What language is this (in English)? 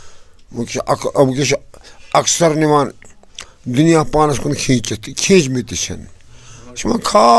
Kashmiri